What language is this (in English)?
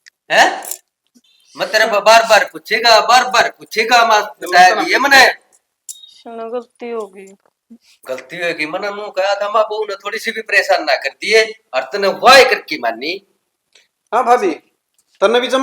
Haryanvi